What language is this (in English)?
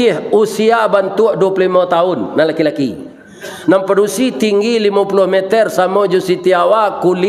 Minangkabau